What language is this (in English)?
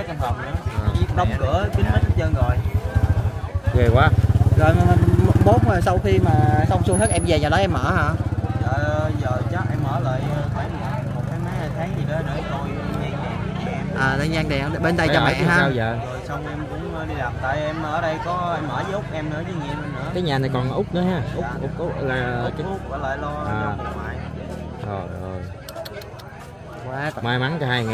Vietnamese